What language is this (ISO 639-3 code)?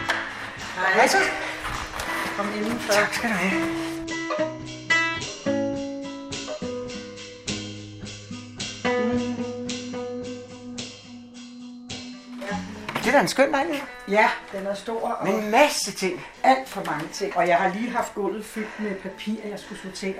dan